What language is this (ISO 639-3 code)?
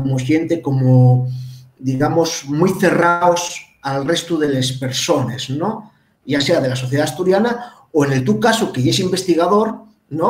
ast